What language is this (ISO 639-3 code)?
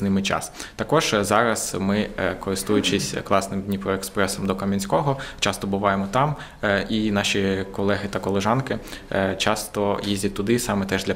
ukr